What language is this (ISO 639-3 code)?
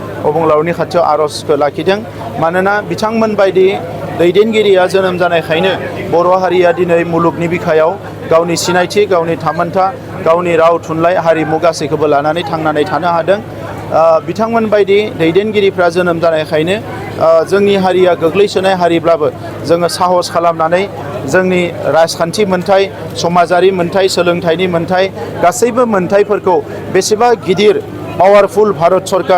brx